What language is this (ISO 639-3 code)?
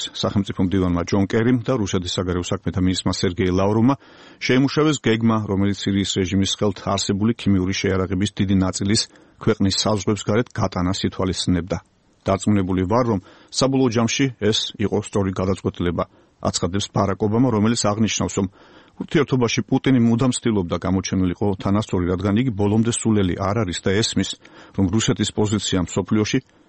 kat